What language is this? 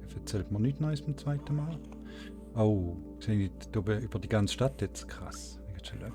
Swiss German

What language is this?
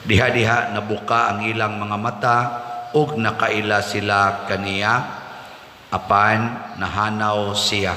Cebuano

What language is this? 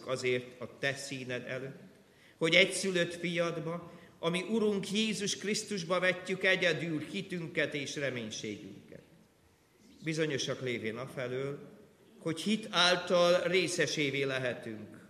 Hungarian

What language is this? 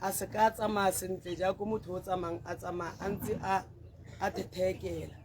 Tswana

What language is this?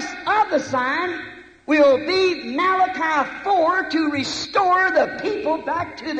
Bemba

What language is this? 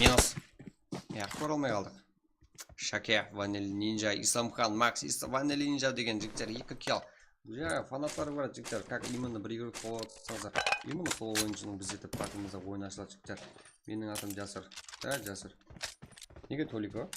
Kara-Kalpak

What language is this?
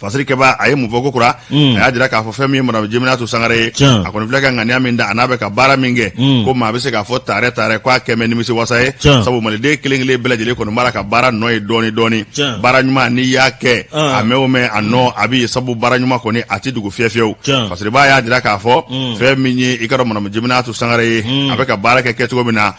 Bambara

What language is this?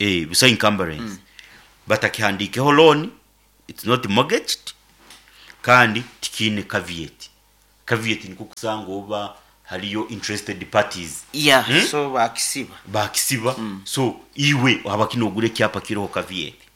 Nyankole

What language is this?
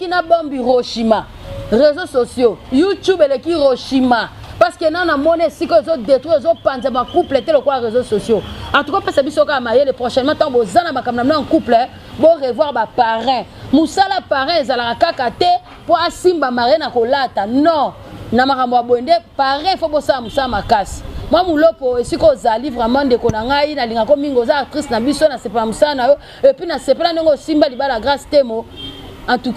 Lingala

